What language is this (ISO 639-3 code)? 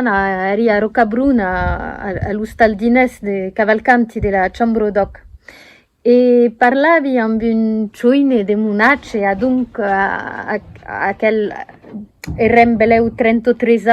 oci